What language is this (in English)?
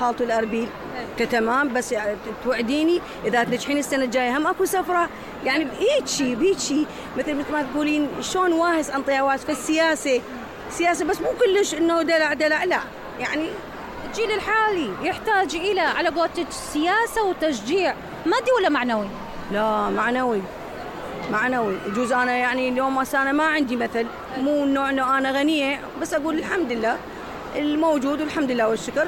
Mesopotamian Arabic